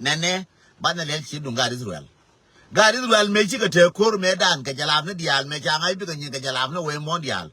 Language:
Nuer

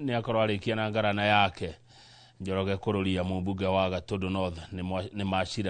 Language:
Kikuyu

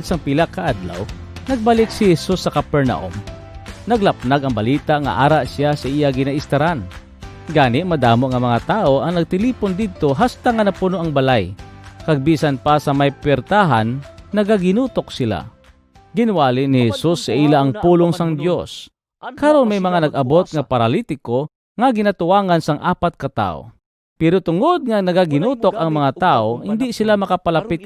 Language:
Hiligaynon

